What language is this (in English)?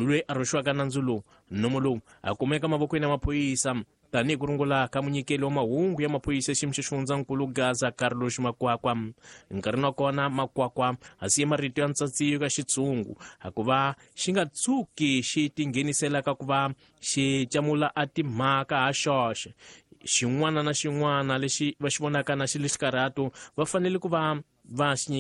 Tsonga